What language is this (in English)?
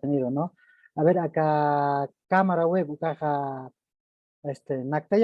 Aymara